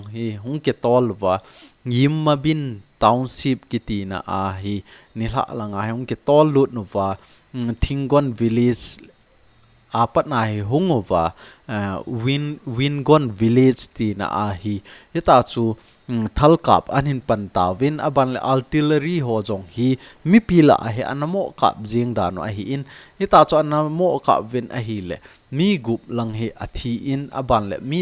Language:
Thado Chin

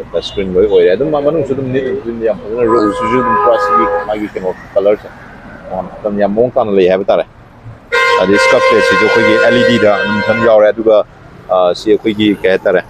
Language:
Manipuri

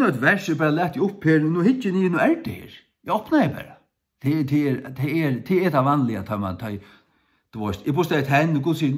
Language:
Faroese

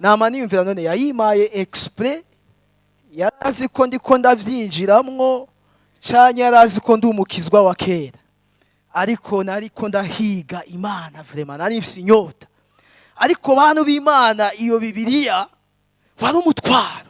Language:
Rundi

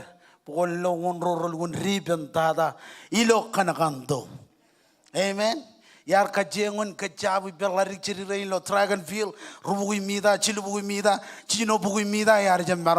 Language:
Marshallese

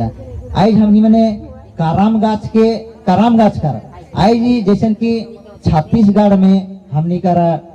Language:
Sadri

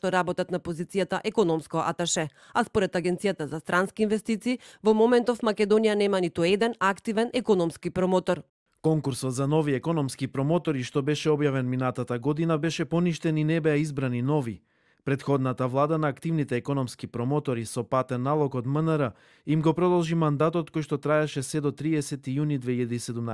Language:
Macedonian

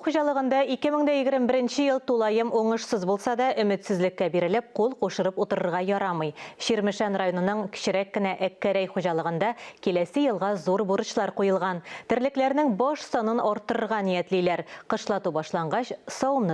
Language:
Tatar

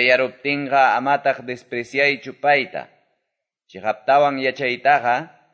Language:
Quechua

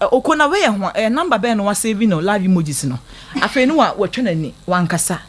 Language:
Akan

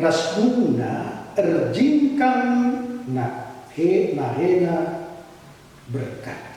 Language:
Batak Karo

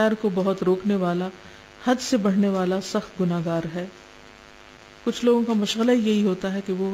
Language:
Urdu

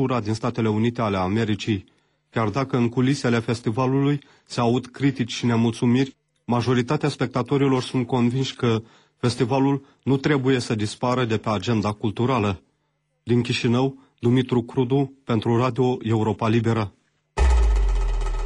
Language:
Romanian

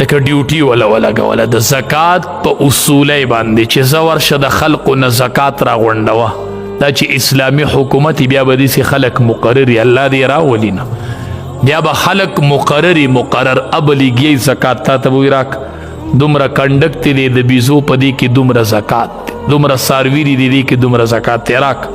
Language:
Pashto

